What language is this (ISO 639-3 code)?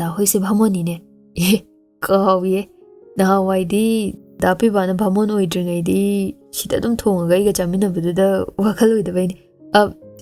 mni